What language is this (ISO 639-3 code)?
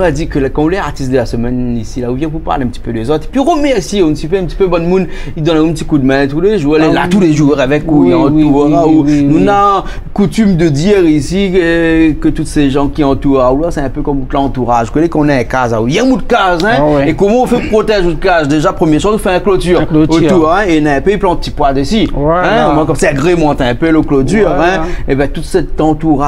rcf